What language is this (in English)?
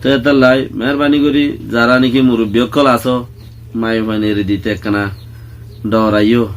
Rohingya